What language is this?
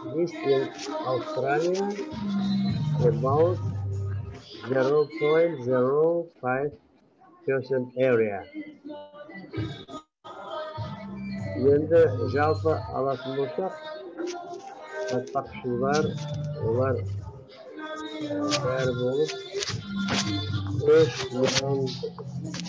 Kazakh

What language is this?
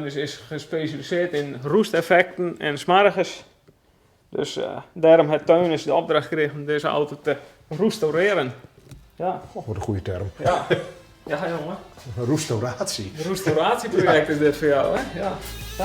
Western Frisian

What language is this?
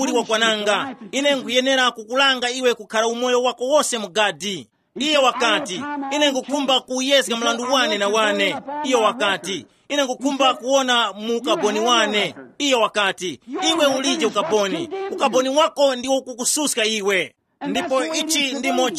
Tumbuka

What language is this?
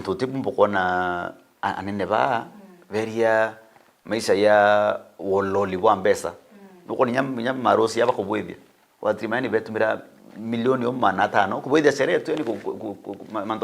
Meru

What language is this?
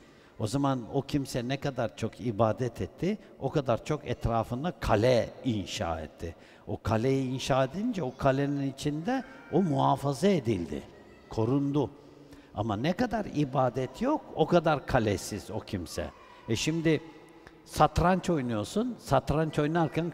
Turkish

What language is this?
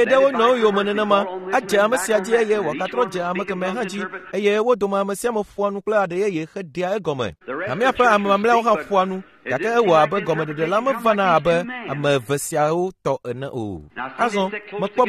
Ewe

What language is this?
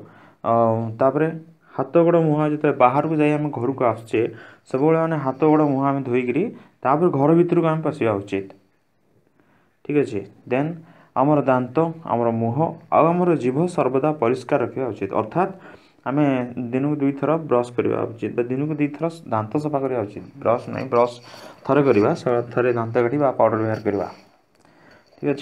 Odia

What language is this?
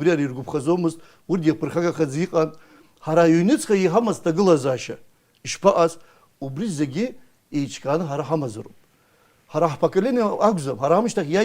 Abkhazian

